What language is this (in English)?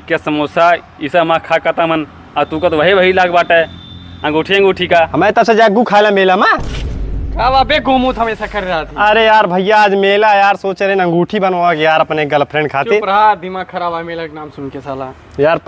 Awadhi